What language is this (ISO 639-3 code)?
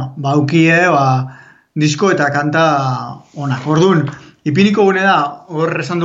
eus